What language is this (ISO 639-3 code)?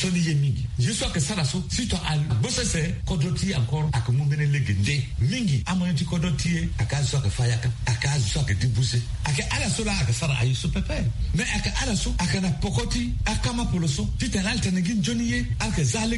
sag